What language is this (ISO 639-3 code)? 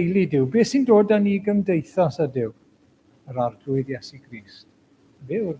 cym